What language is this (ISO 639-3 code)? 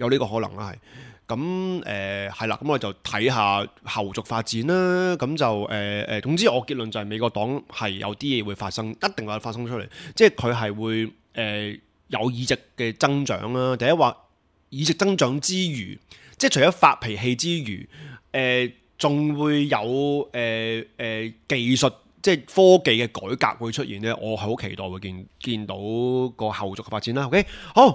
yue